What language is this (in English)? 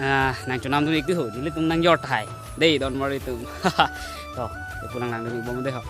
Karbi